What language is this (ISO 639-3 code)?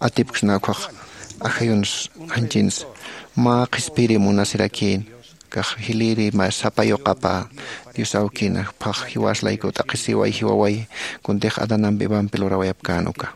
aym